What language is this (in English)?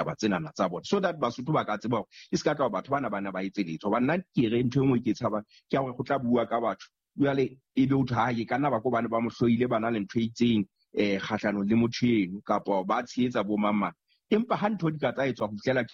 Southern Sotho